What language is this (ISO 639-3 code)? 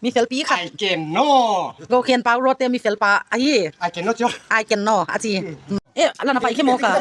pck